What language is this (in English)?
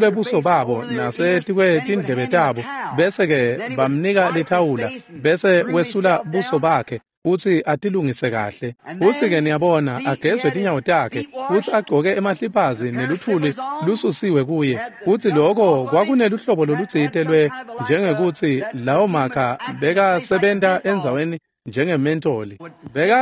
Swati